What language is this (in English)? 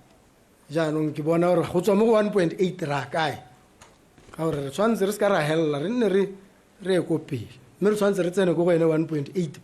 Tswana